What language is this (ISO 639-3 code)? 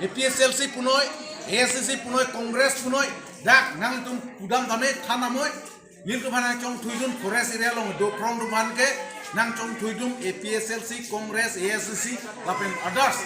mjw